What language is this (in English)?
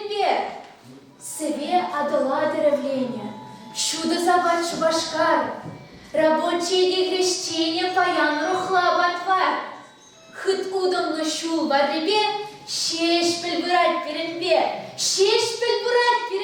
Chuvash